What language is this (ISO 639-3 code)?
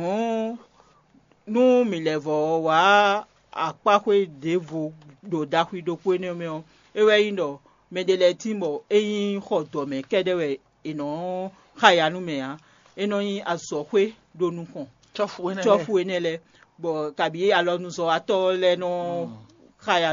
fon